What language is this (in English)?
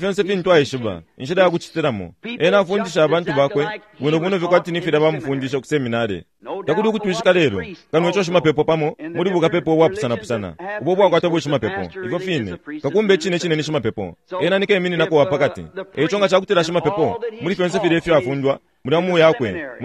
Bemba